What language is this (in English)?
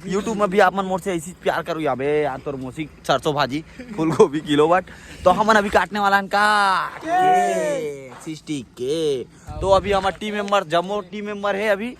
Chhattisgarhi